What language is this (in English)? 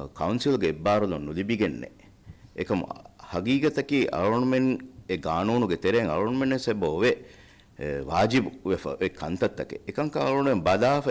Divehi